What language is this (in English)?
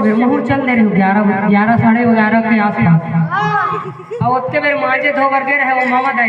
Chhattisgarhi